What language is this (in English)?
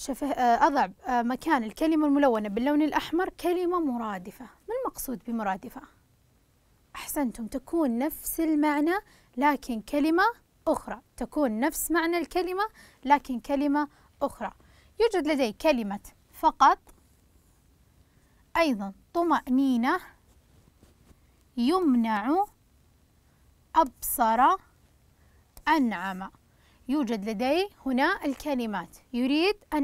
Arabic